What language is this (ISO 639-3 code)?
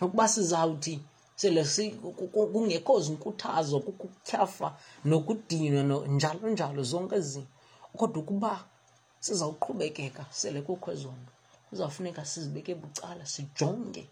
xho